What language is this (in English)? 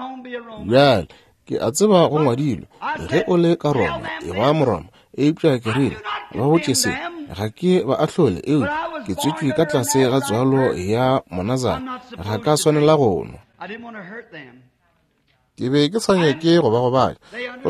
Northern Sotho